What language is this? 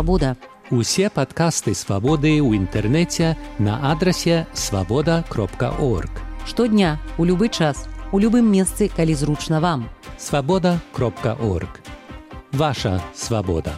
Belarusian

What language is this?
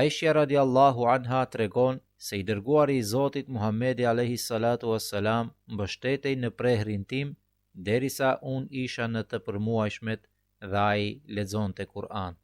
Albanian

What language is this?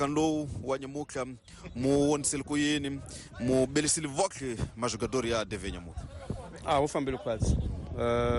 Tsonga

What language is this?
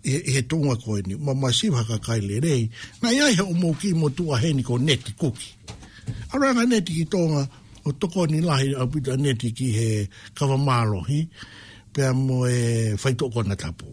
Tongan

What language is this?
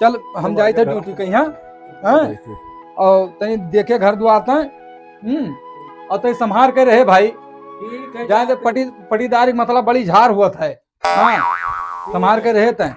Awadhi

